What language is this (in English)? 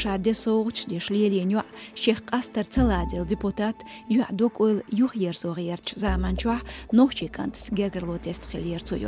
Chechen